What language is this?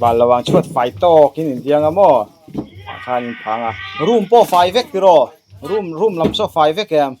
Mizo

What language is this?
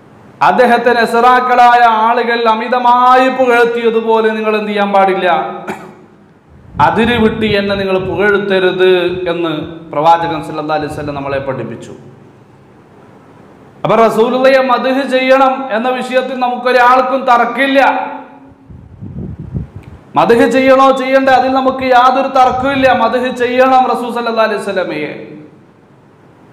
Malayalam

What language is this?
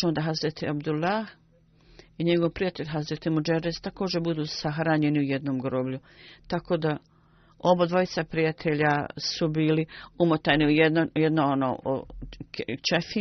Bosnian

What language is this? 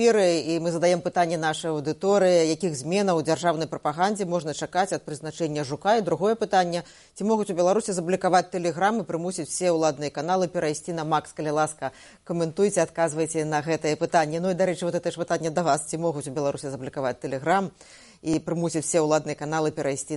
Belarusian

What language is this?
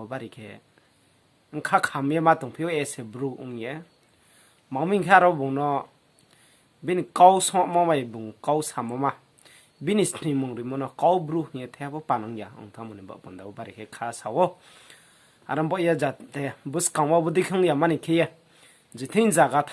Riang (India)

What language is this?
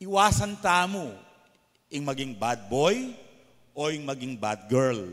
Pampanga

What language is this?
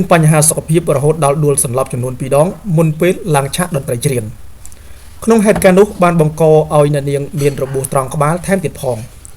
Khmer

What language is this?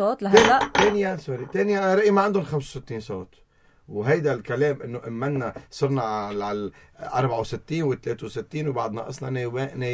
North Levantine Arabic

